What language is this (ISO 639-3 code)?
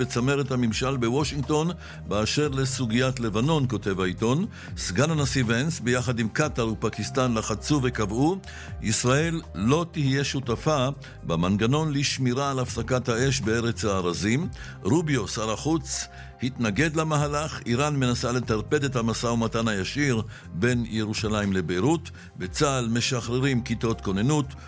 heb